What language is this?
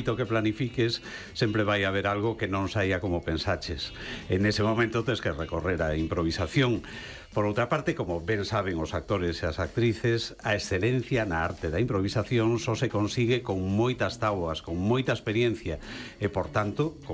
Galician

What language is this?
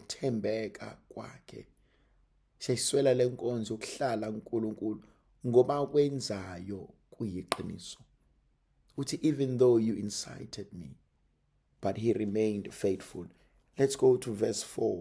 Zulu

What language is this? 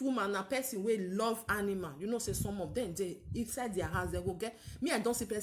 Nigerian Pidgin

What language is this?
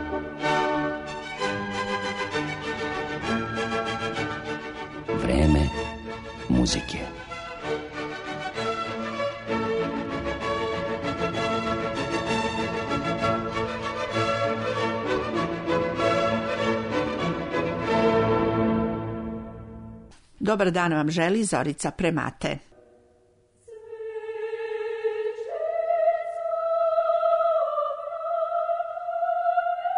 Serbian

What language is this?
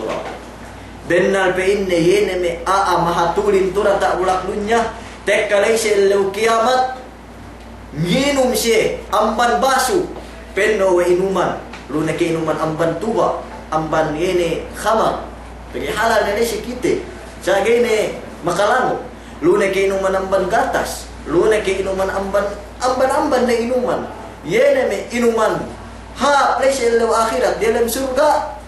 Yakan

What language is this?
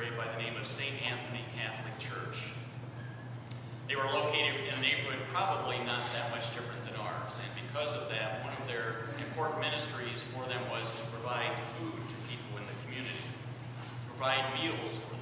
English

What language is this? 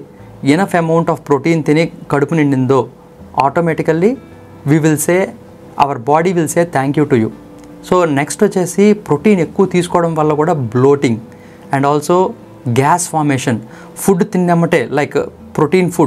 Telugu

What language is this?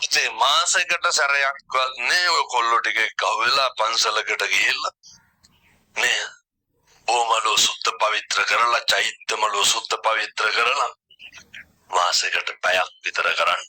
Sinhala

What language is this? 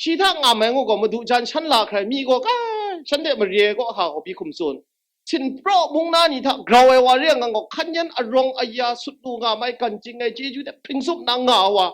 Kachin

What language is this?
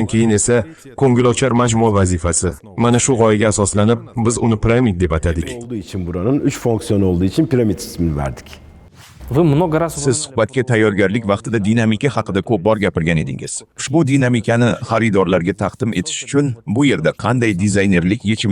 Uzbek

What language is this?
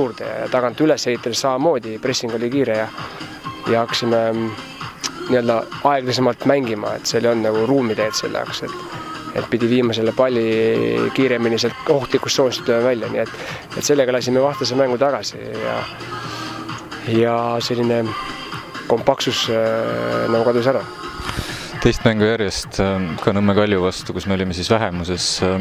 Estonian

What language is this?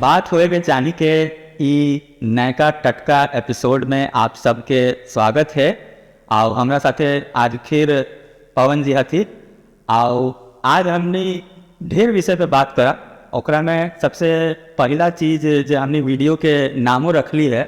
Magahi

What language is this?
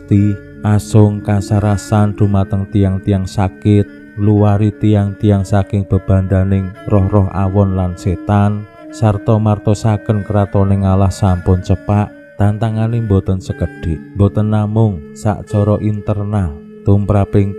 Javanese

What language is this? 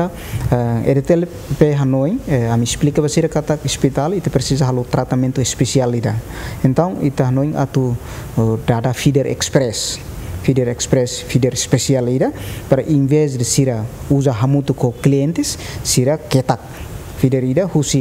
Tetum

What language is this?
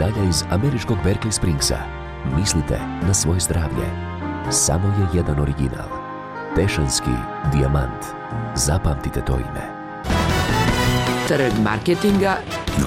Bosnian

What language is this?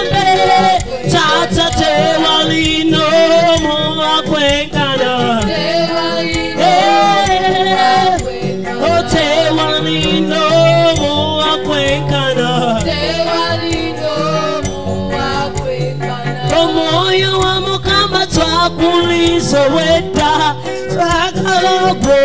Ganda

